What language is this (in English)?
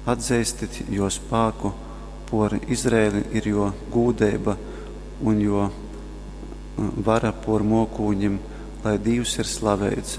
Latgalian